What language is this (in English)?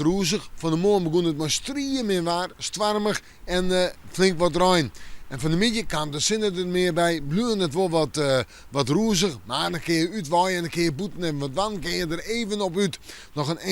Western Frisian